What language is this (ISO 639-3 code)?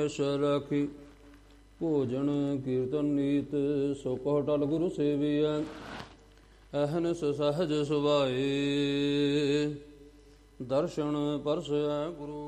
pan